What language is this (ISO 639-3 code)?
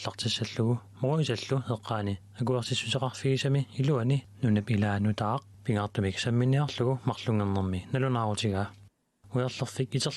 kal